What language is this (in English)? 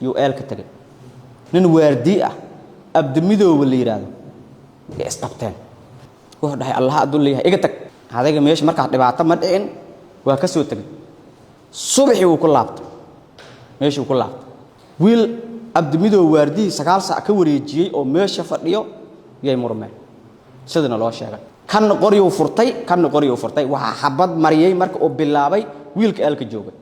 Somali